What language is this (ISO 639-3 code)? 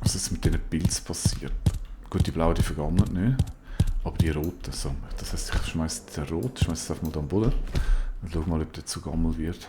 gsw